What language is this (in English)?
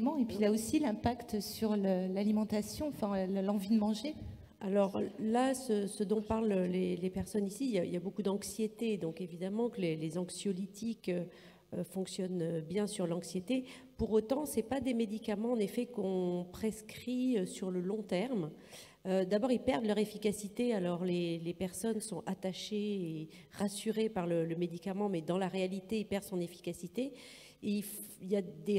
French